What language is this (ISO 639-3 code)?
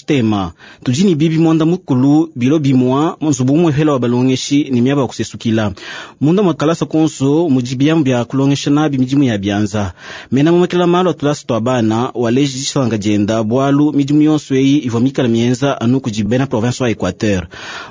lua